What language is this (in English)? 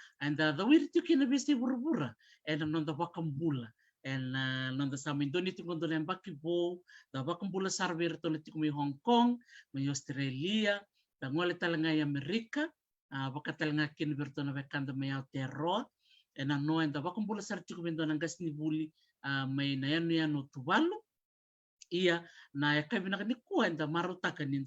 Fijian